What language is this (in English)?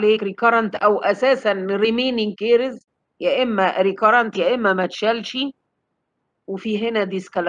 Egyptian Arabic